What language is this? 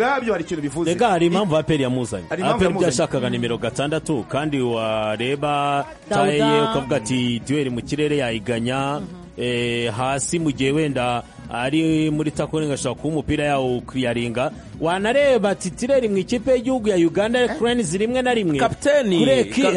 Kinyarwanda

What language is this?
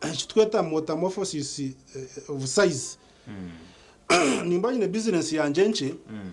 Nyankole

